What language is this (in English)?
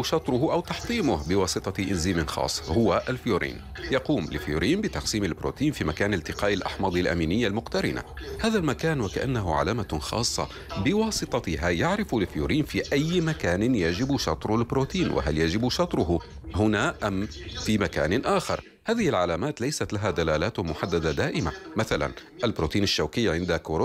Arabic